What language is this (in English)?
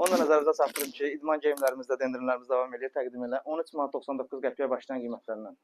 Azerbaijani